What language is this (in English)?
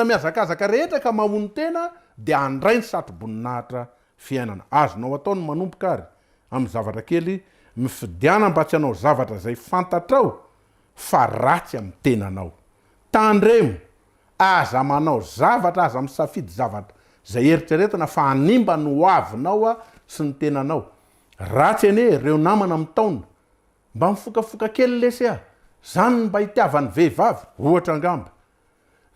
Malagasy